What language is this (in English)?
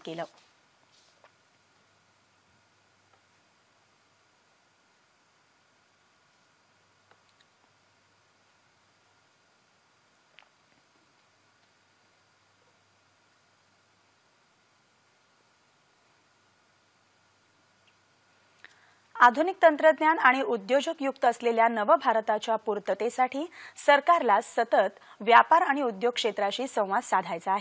Marathi